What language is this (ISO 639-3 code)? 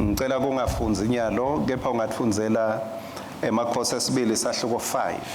ssw